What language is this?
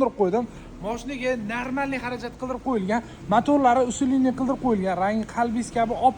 Uzbek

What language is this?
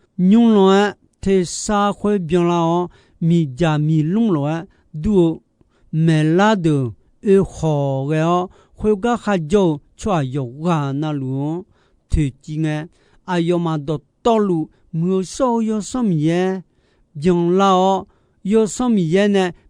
Akha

